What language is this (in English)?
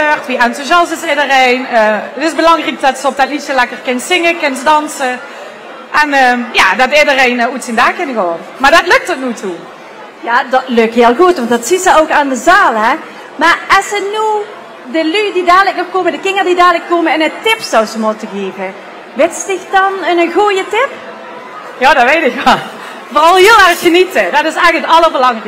Limburgish